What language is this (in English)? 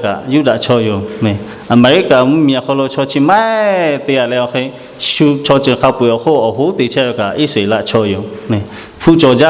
Lahu